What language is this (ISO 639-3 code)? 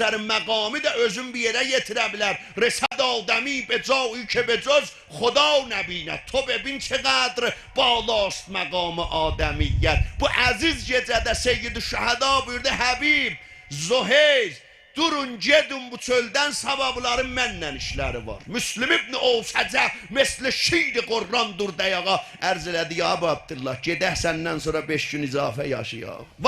azb